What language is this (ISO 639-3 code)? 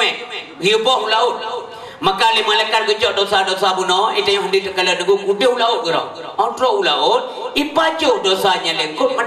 ace